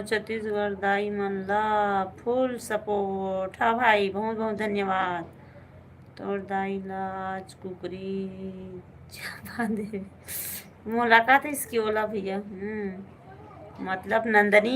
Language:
Chhattisgarhi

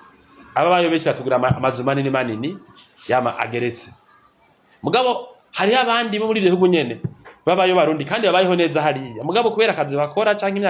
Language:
Rundi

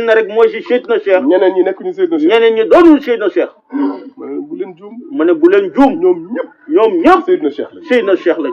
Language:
Wolof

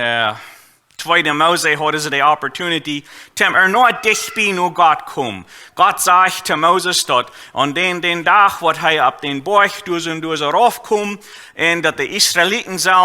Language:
Plautdietsch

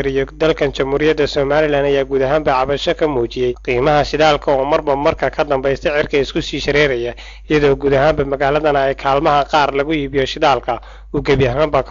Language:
Somali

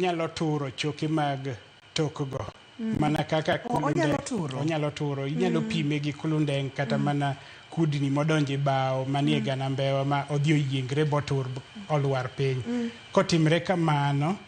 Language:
Luo (Kenya and Tanzania)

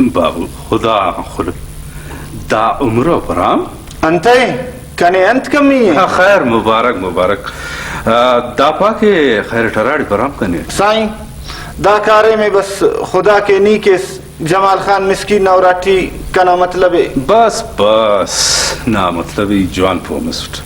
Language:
Brahui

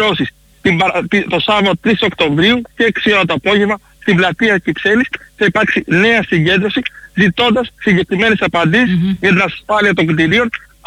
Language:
Greek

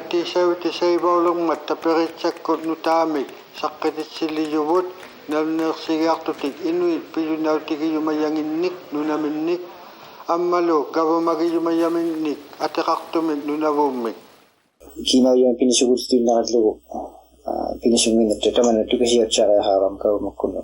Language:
Inuktitut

